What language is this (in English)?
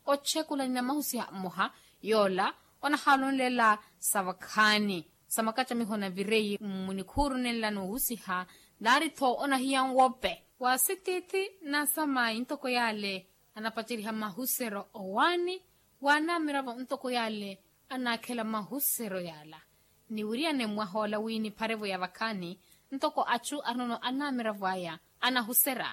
Makhuwa